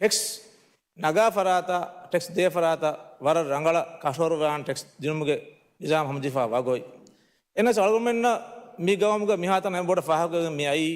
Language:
Divehi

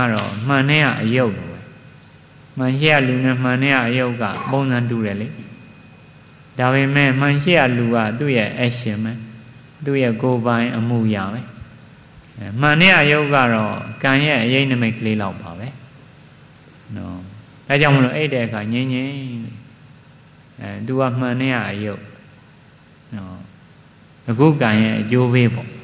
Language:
Burmese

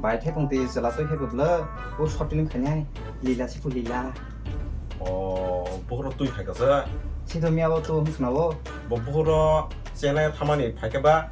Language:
Kok Borok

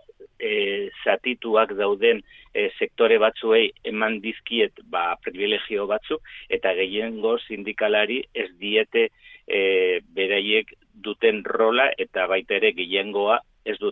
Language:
Basque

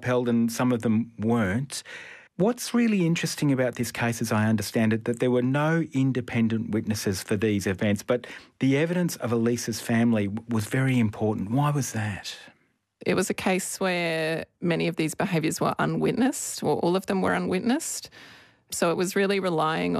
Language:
English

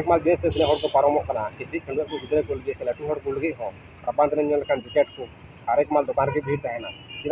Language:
Santali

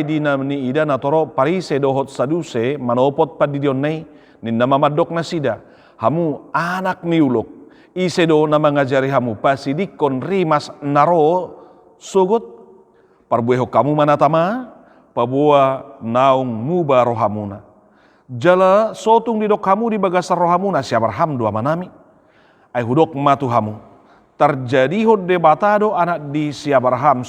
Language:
Batak Toba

